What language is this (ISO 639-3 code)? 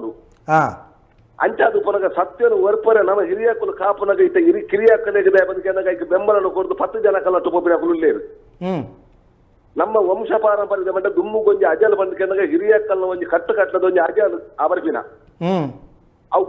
tcy